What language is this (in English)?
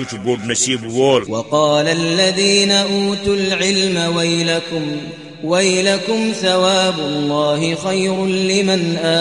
Kashmiri